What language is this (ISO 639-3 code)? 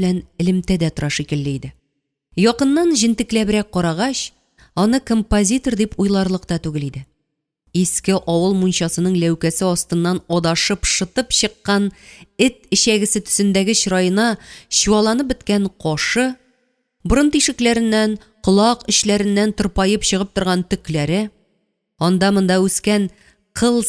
tat